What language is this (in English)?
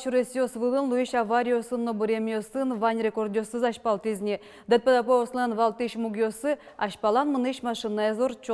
Udmurt